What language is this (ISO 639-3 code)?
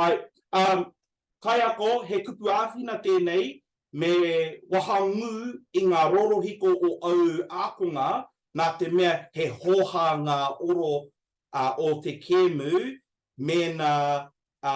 mri